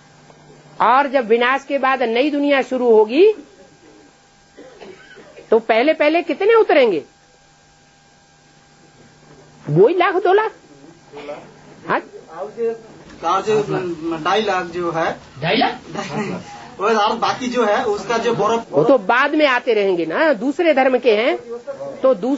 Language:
Hindi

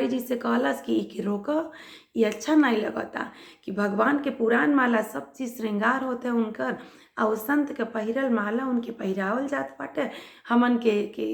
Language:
Bhojpuri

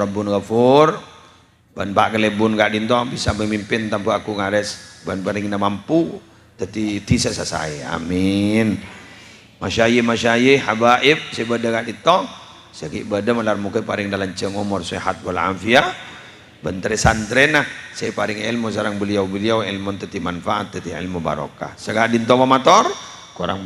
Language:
Madurese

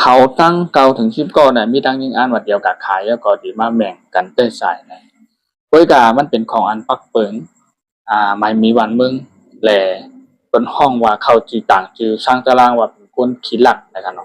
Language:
Shan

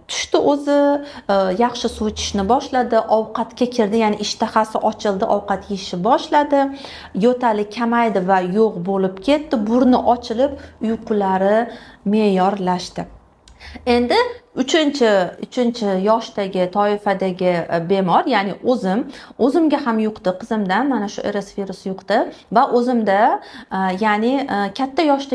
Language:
Uzbek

